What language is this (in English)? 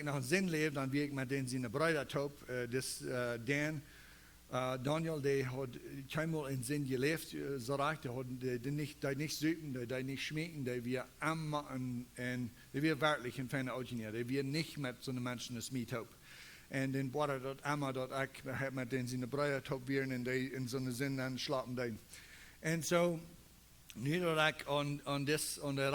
Plautdietsch